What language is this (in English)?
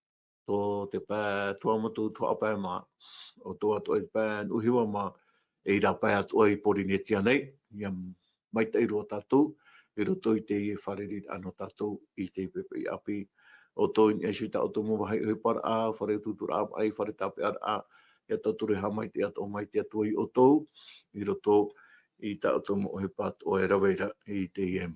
Tahitian